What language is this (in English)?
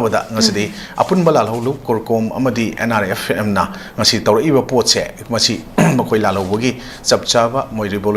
Manipuri